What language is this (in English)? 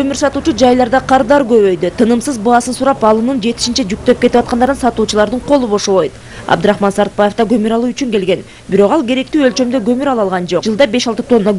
Kyrgyz